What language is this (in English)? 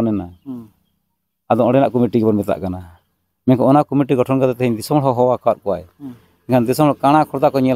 Santali